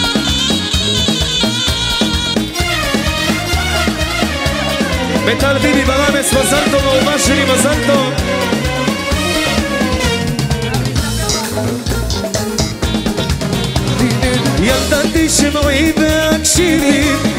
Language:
Hebrew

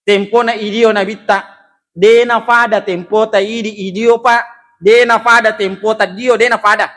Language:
Buginese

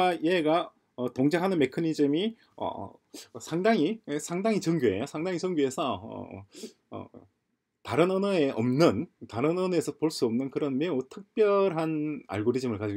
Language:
Korean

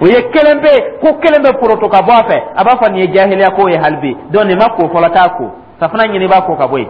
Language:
Dyula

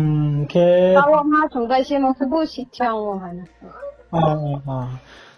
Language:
Riang (India)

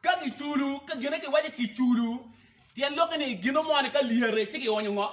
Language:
Acoli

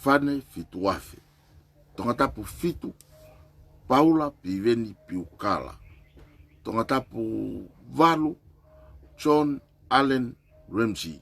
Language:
Tongan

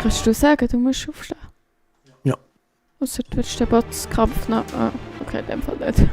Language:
Swiss German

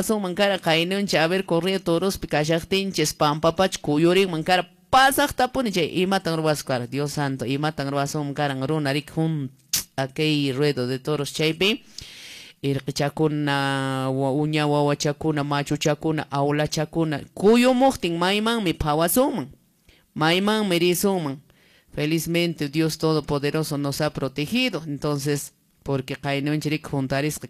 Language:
Quechua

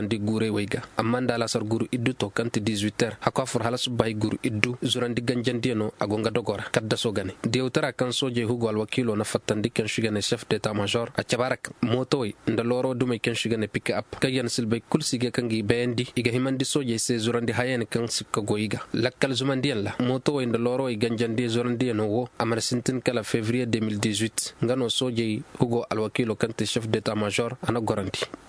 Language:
Koyraboro Senni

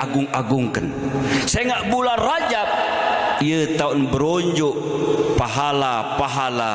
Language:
Sasak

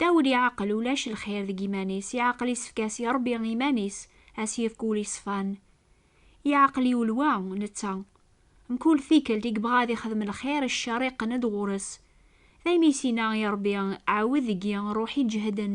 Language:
Kabyle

